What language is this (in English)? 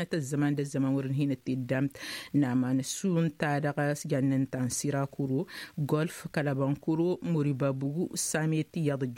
Tamasheq